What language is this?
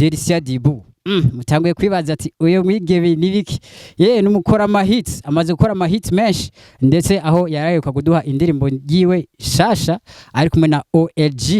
Rundi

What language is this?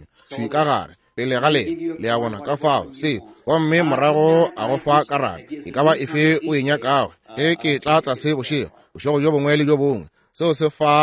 Northern Sotho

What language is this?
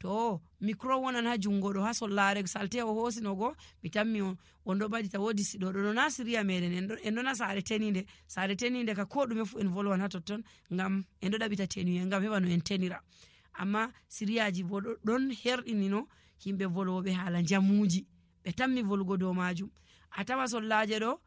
Fula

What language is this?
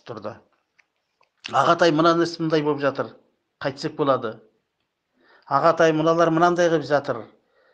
Kazakh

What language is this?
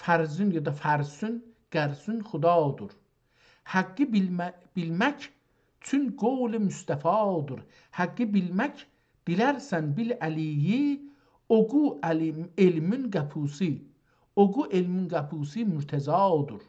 South Azerbaijani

